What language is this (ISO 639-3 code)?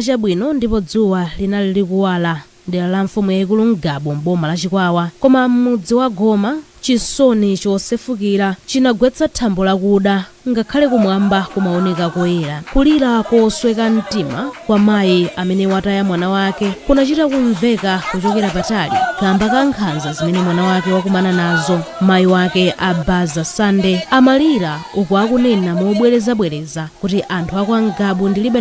nya